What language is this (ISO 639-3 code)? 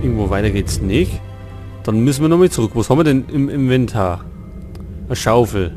bar